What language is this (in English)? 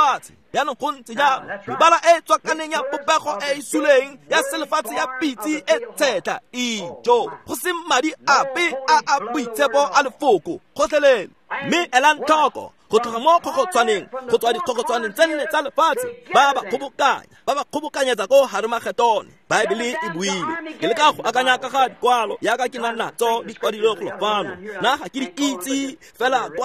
Tswana